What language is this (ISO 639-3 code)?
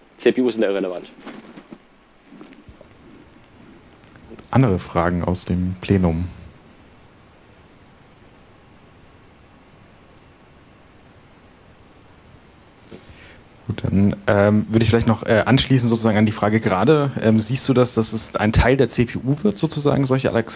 deu